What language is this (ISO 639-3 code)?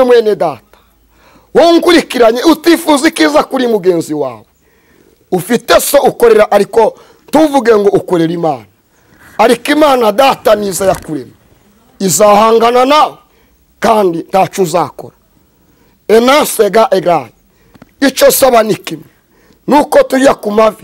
kin